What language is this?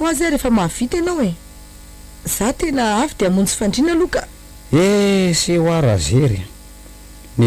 Malagasy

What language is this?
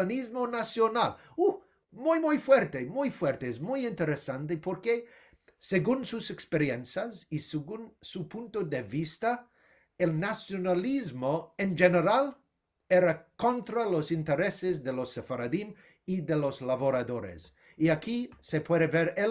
Ladino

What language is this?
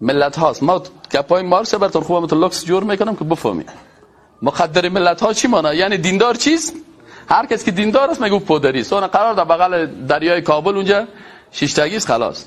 Persian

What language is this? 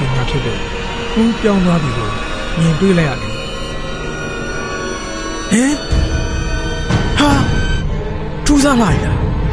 Burmese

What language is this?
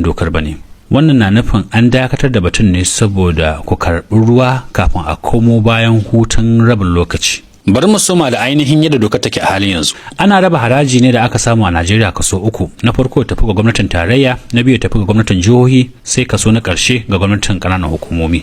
Hausa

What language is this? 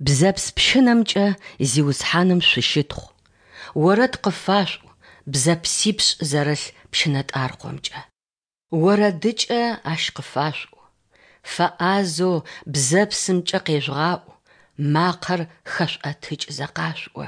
Adyghe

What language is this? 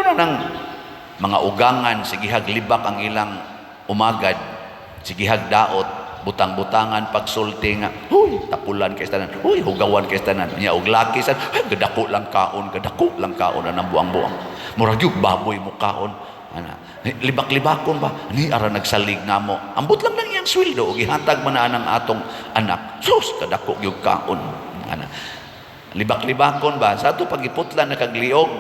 Cebuano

